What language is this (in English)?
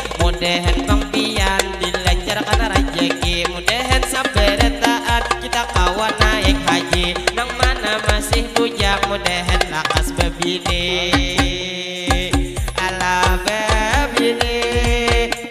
Banjar